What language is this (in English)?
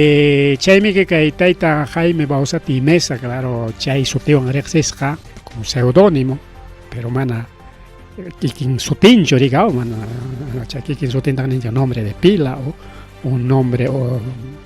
Ayacucho Quechua